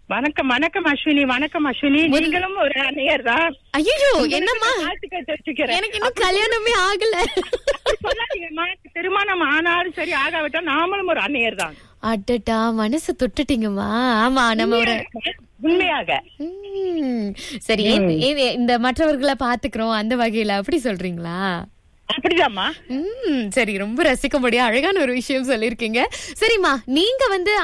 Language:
Tamil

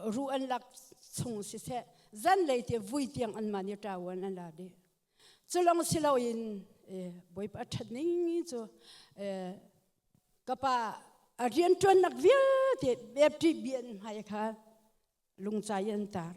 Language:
Hakha Chin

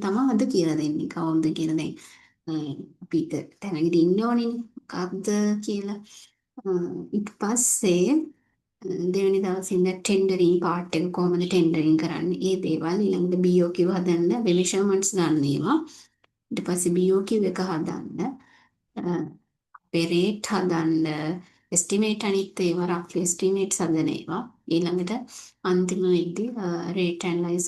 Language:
Sinhala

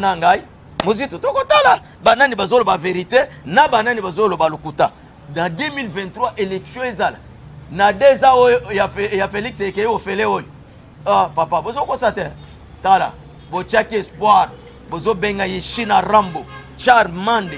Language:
Lingala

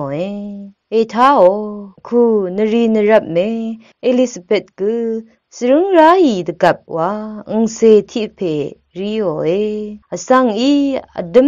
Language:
Rawang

